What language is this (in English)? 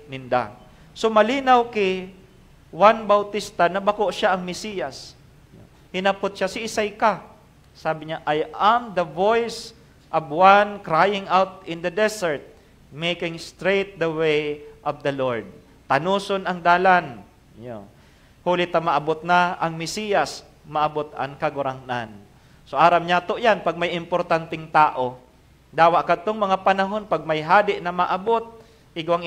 Bikol